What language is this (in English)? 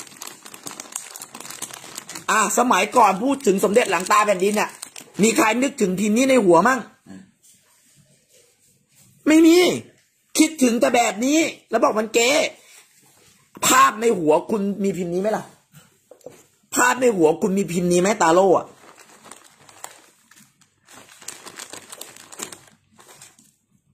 Thai